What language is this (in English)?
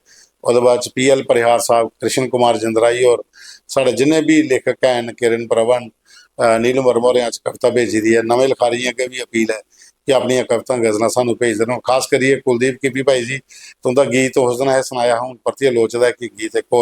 Dogri